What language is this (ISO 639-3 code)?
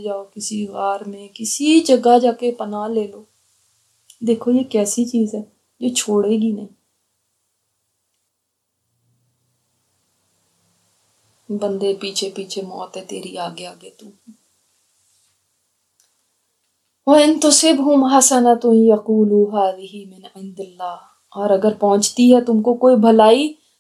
urd